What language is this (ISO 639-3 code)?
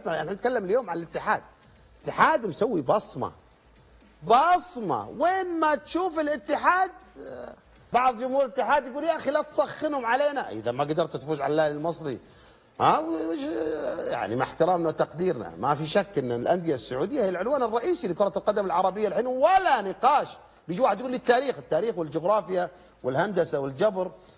arz